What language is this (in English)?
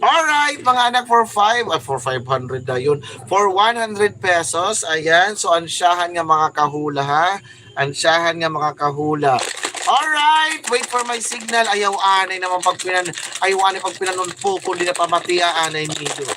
Waray